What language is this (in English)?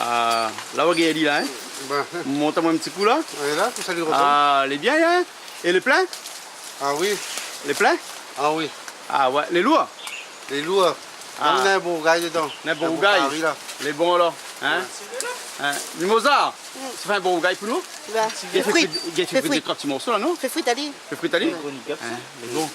Réunion Creole French